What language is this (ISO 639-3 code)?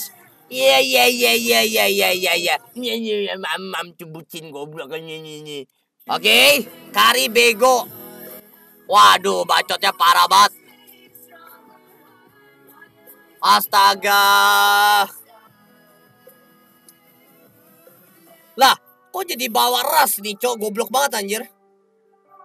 ind